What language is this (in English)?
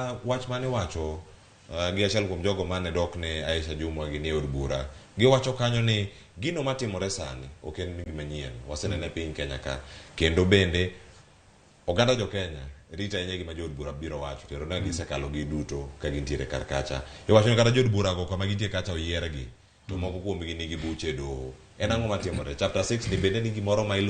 Luo (Kenya and Tanzania)